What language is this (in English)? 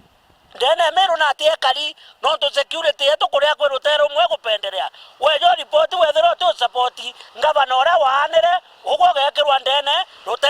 Meru